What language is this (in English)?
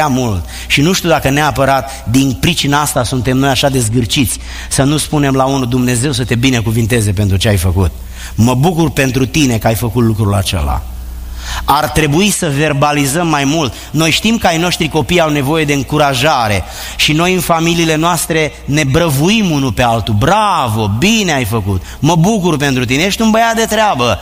Romanian